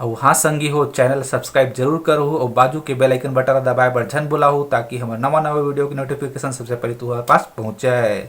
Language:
Chhattisgarhi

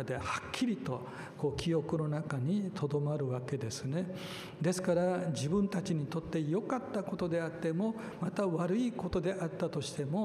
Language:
Japanese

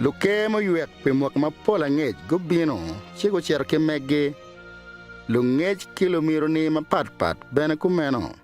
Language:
Acoli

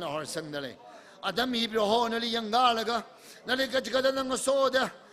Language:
Tangkhul Naga (India)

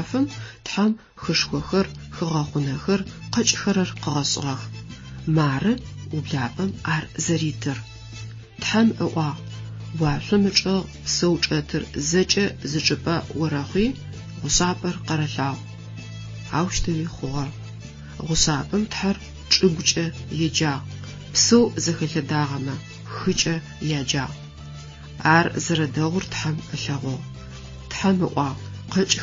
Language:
Adyghe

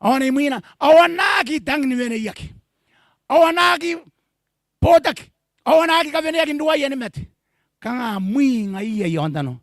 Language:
Gilbertese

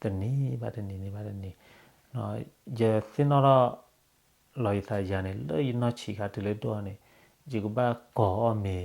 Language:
S'gaw Karen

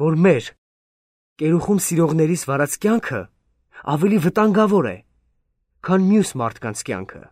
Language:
Armenian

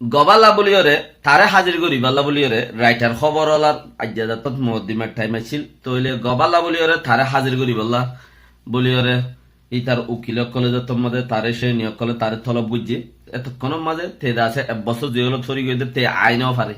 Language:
Rohingya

